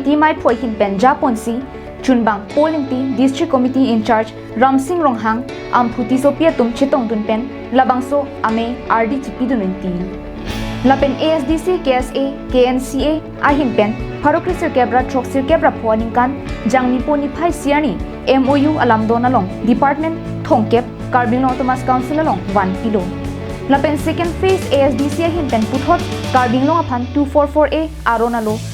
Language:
Karbi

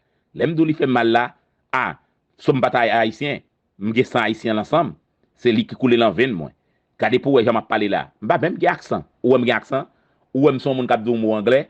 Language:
Haitian Creole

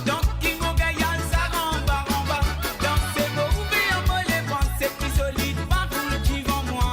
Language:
Morisyen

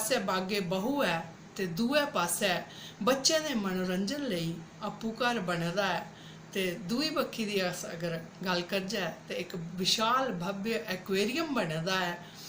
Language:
Dogri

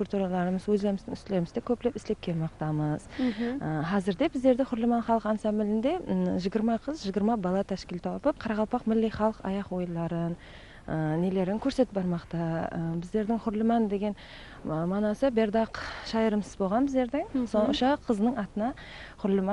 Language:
Kara-Kalpak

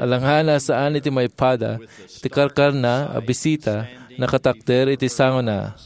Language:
Iloko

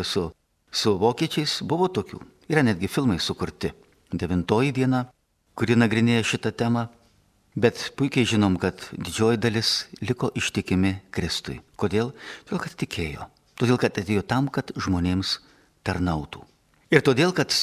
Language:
Lithuanian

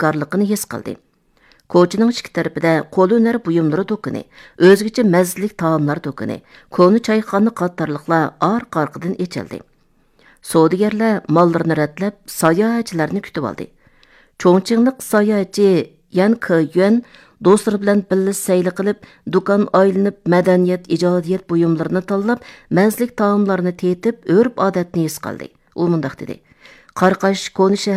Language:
Uyghur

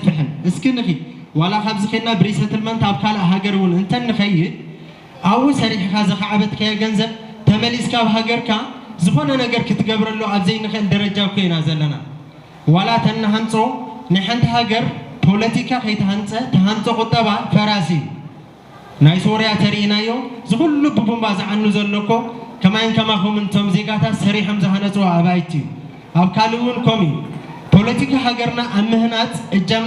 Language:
Tigrinya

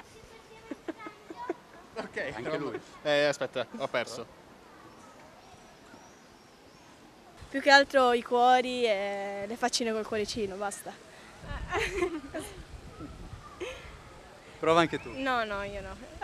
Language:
Italian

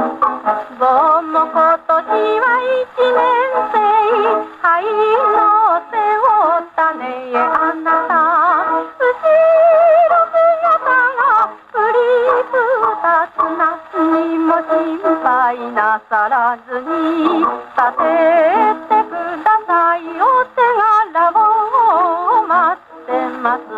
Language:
Japanese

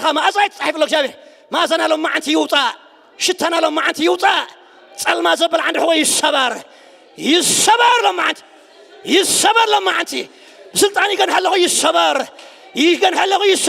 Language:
Tigrinya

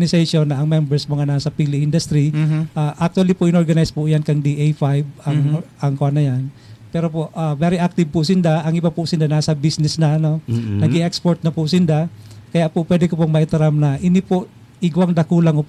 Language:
Bikol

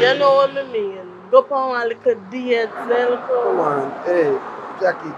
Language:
Jamaican Creole English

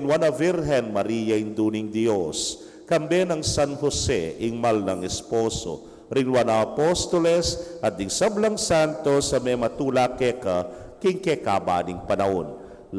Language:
Pampanga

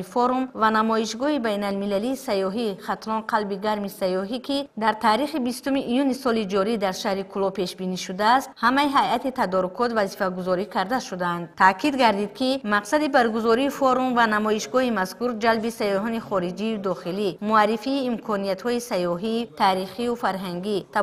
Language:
Tajik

